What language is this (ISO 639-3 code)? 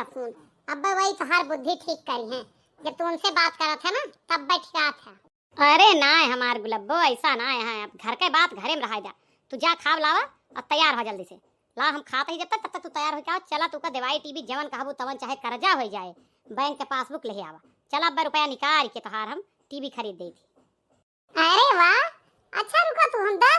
awa